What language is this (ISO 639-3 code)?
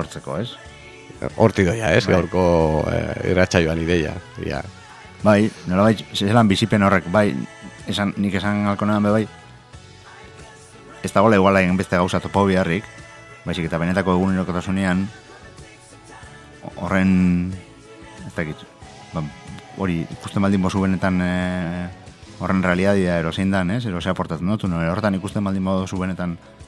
eus